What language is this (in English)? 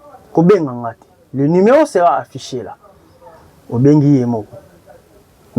Lingala